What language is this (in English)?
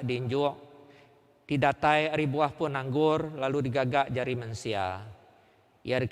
Iban